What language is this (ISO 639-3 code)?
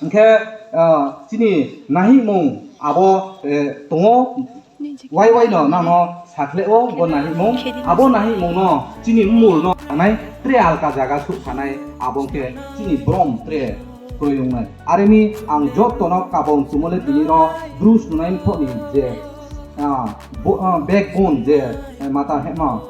ria